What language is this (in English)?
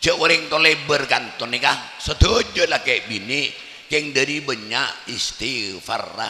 Madurese